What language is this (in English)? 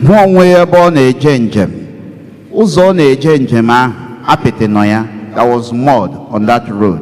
Igbo